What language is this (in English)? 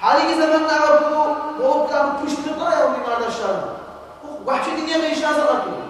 Kumyk